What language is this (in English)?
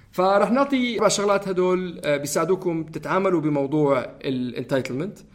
North Levantine Arabic